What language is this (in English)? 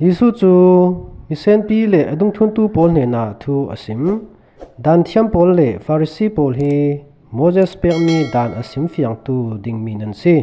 Falam Chin